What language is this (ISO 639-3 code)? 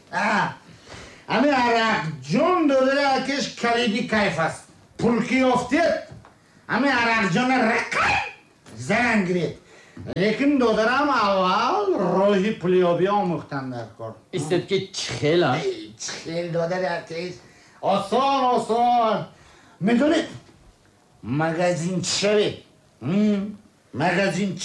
tgk